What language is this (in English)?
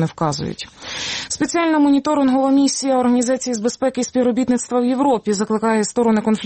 Ukrainian